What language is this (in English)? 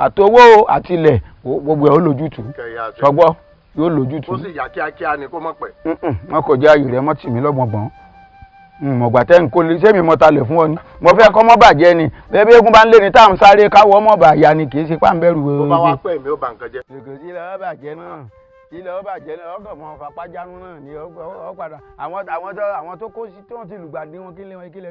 Yoruba